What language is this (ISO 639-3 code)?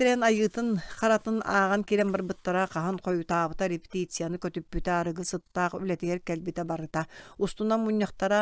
sah